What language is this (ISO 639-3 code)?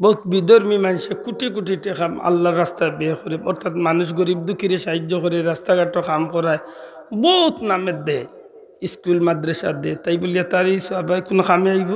syl